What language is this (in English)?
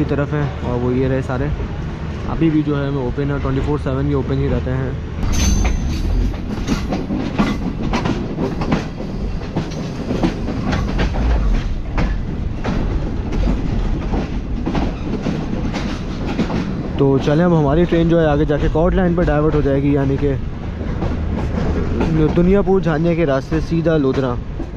Hindi